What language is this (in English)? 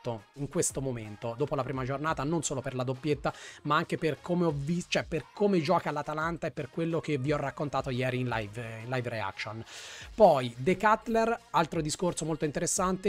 Italian